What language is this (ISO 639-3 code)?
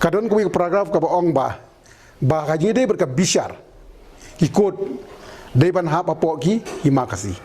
kha